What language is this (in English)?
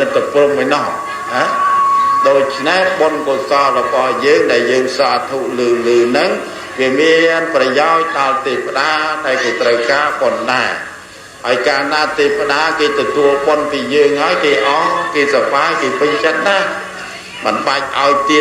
Khmer